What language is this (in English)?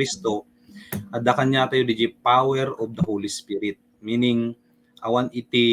Iloko